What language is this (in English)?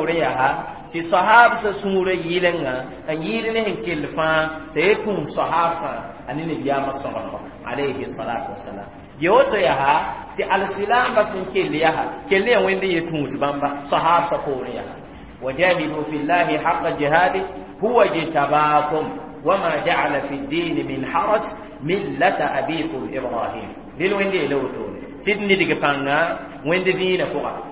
Mossi